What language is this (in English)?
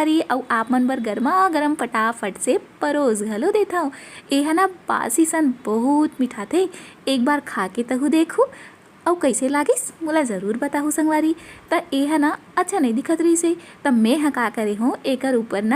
Chhattisgarhi